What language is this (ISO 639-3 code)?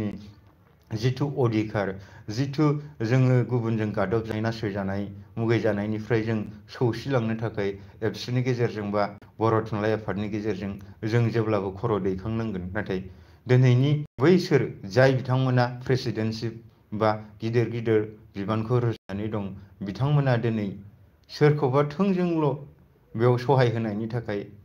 brx